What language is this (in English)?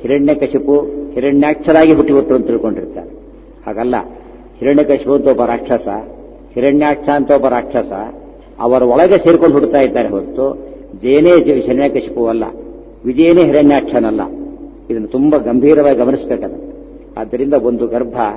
Kannada